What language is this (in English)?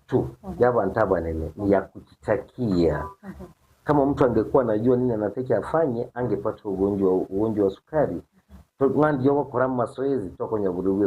Gusii